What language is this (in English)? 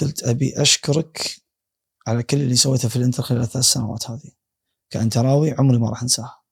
Gulf Arabic